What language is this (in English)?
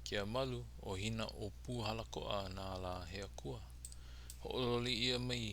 Hawaiian